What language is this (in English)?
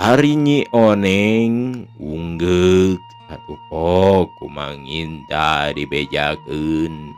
Sundanese